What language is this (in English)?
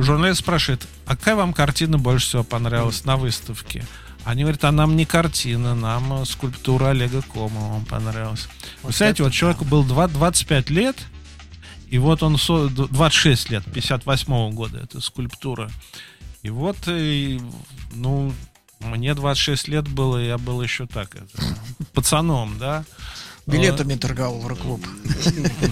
Russian